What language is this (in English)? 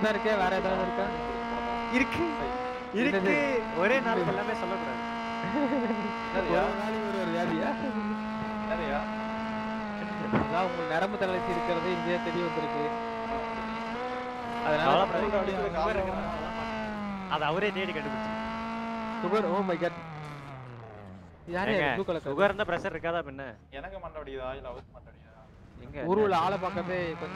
Tamil